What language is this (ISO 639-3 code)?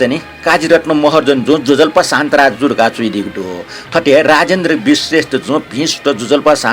new